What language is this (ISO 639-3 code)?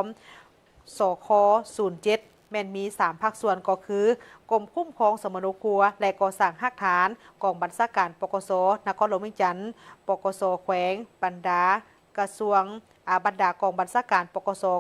lao